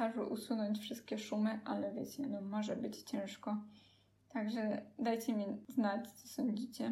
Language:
Polish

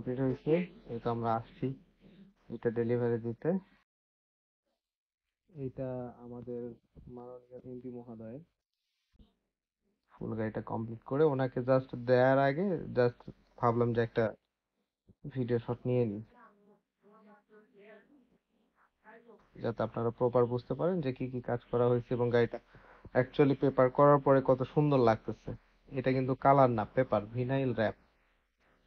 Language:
Bangla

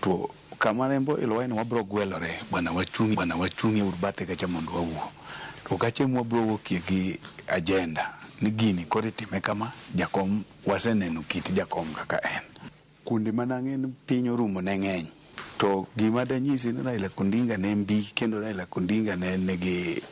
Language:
Luo (Kenya and Tanzania)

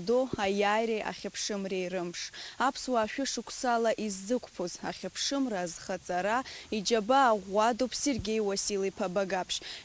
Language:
Abkhazian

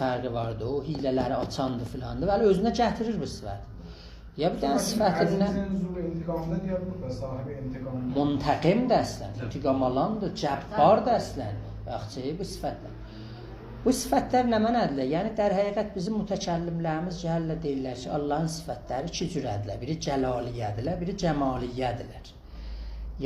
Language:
South Azerbaijani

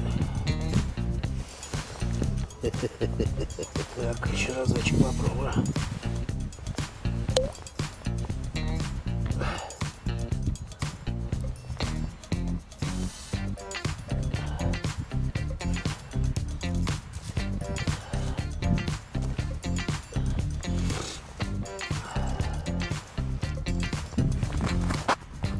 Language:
Russian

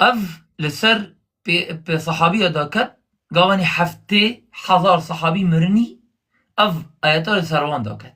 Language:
Kurdish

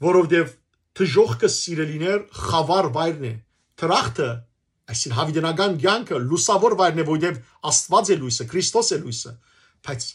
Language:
Western Armenian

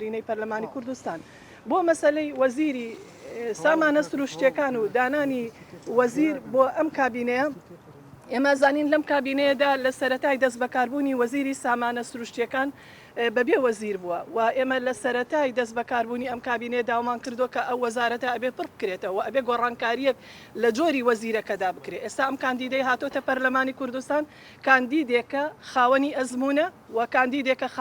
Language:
Central Kurdish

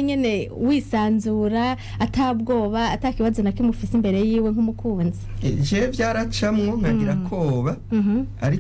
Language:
Rundi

